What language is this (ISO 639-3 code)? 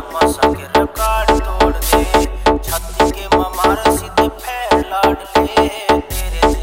bgc